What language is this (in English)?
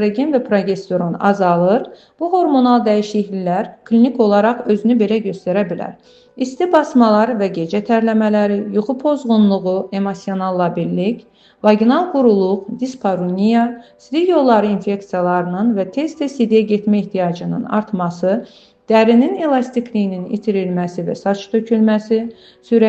Azerbaijani